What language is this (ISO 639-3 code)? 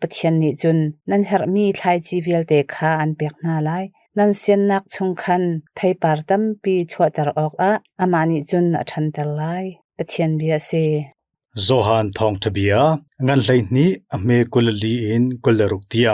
cnh